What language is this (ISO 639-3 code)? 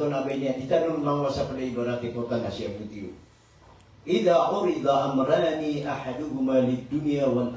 mrw